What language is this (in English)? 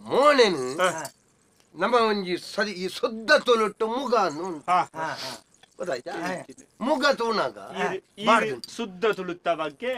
Tulu